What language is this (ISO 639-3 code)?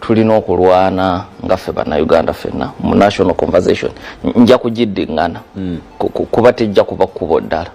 lug